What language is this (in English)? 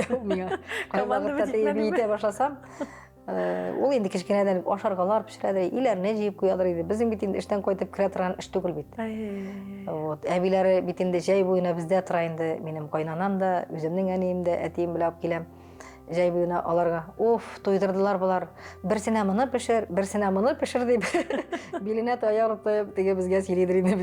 Tatar